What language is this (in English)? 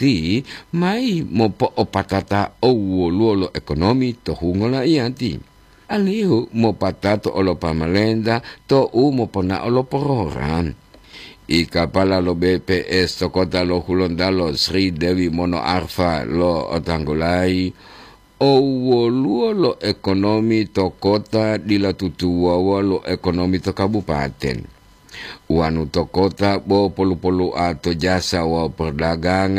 Gorontalo